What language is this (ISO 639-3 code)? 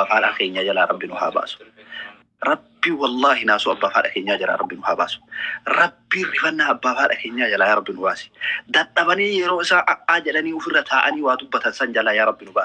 orm